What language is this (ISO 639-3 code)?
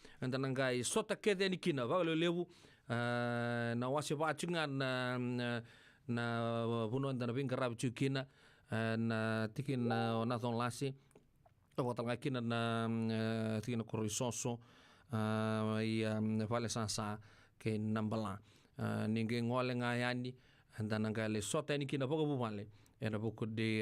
fij